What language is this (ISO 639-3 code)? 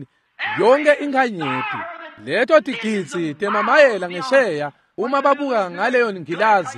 ssw